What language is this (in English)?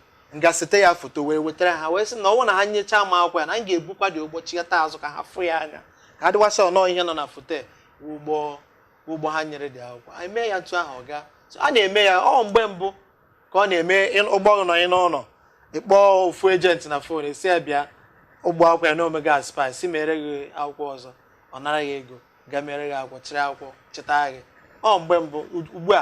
Igbo